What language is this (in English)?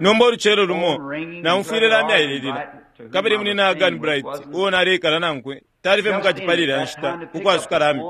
Bemba